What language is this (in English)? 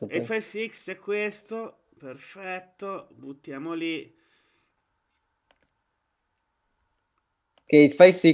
Italian